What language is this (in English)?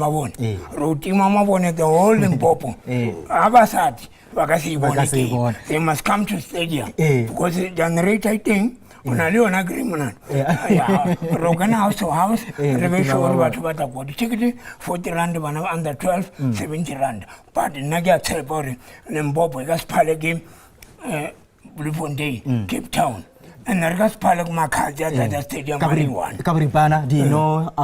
Northern Sotho